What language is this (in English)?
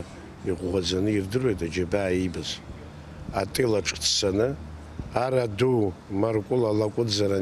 Abkhazian